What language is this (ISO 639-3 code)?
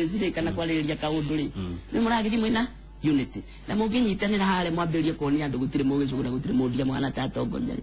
kik